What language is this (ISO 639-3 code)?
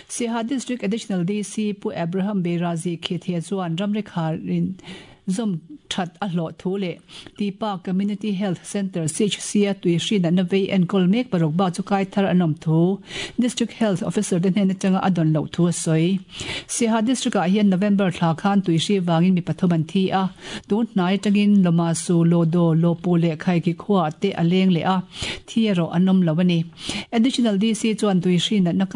lus